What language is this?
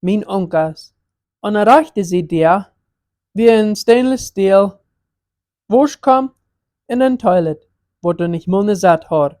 Plautdietsch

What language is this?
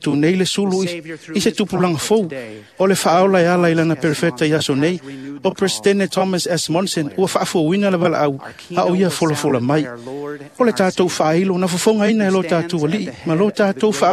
Samoan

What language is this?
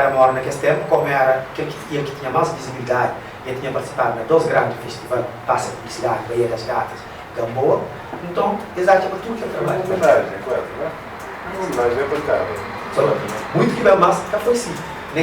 Kabuverdianu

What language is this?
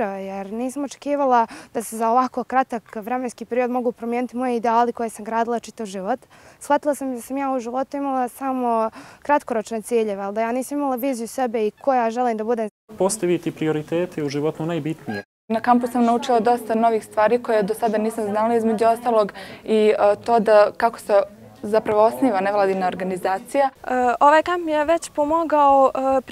Bosnian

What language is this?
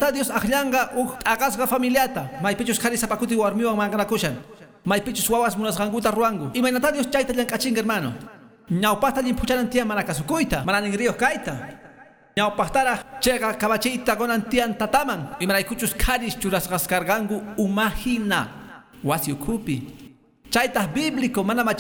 Quechua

